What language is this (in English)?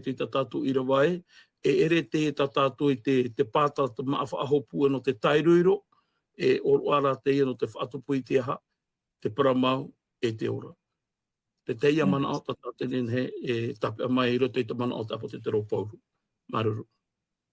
Tahitian